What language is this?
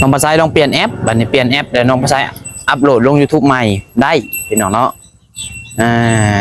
Northeastern Thai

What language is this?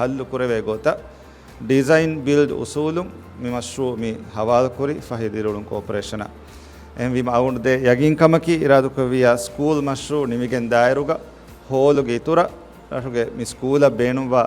Divehi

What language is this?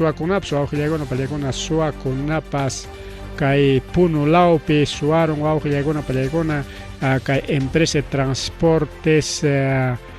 Ayacucho Quechua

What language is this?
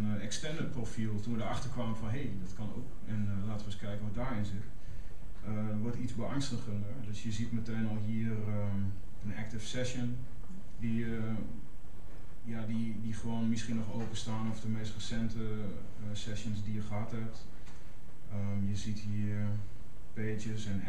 Dutch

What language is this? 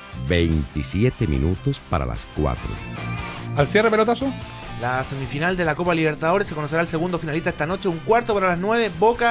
Spanish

